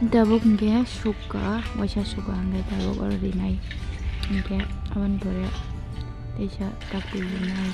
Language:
Kok Borok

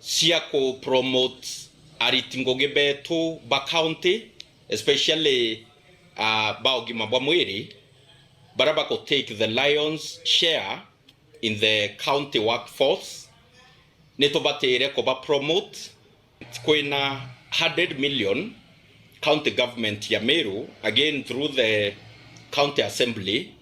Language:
Meru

